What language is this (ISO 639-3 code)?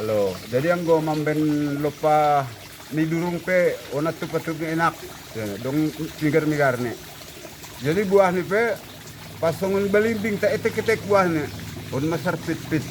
bts